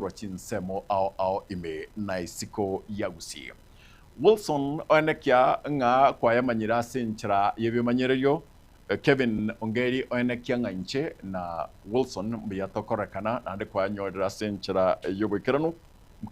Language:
Gusii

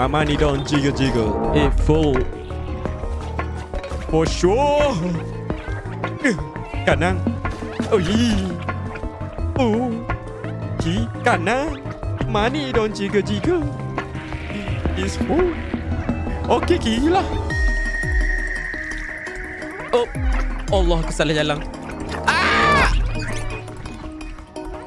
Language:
Malay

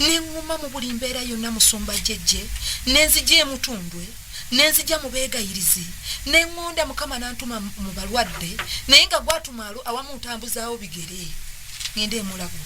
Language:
Ganda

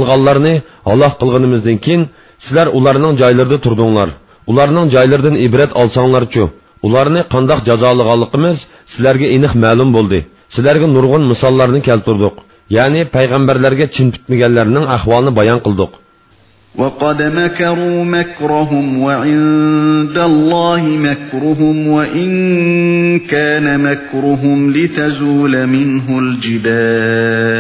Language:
Uyghur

